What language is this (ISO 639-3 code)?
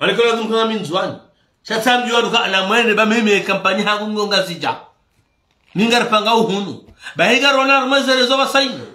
zdj